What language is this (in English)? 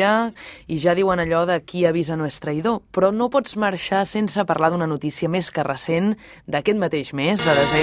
Catalan